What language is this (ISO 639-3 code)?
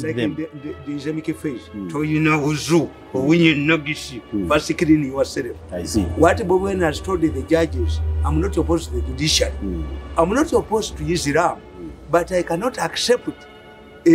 eng